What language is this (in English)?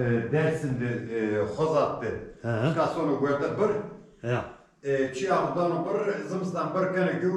Zaza